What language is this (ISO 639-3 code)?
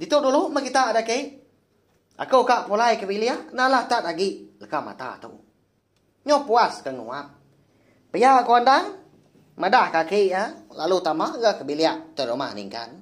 iba